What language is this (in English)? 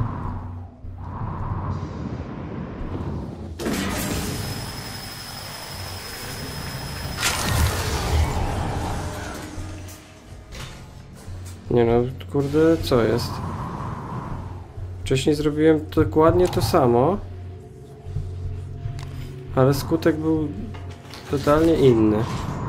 Polish